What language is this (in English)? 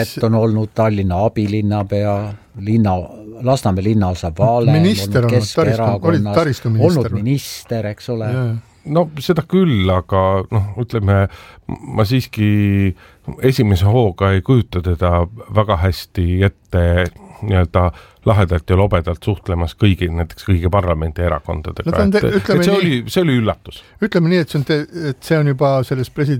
Estonian